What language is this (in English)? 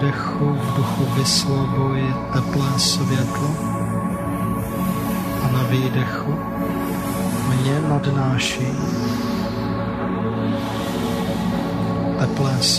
Czech